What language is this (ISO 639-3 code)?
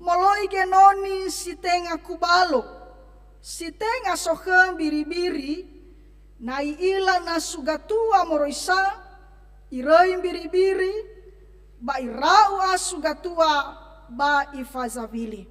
nia